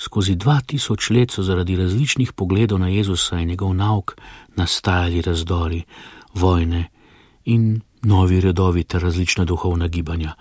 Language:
Slovenian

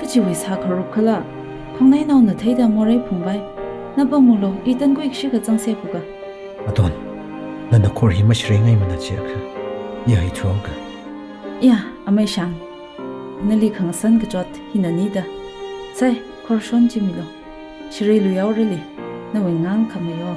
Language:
Tangkhul Naga (India)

